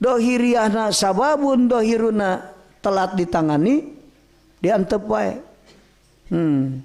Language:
Sundanese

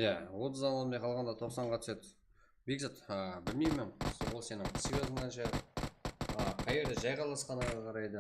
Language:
Kara-Kalpak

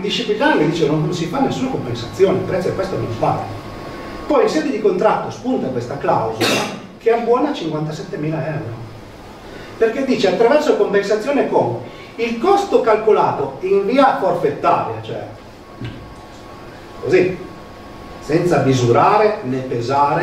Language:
Italian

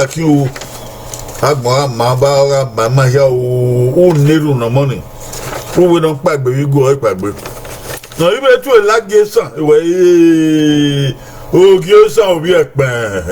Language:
Bini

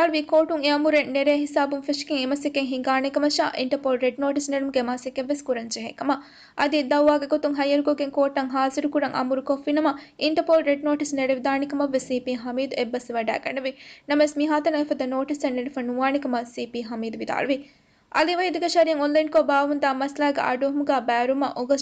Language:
Divehi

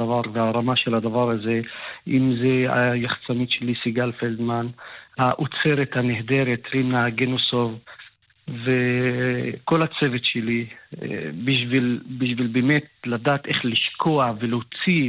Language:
Hebrew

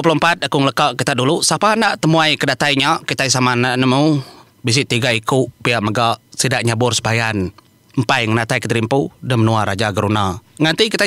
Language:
Iban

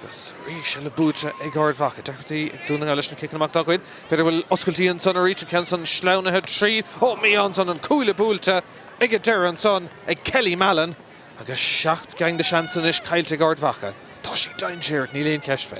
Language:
Irish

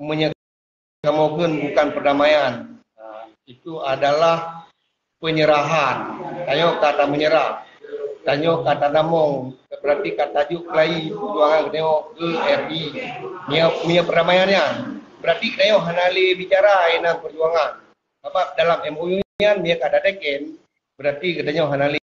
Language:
Achinese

